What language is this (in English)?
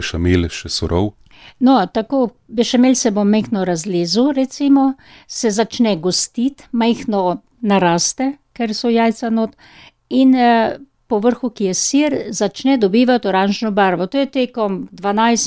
Slovenian